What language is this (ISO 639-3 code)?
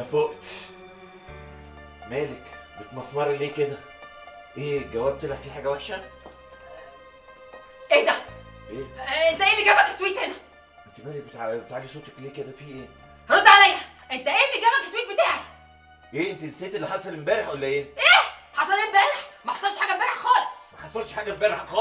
arz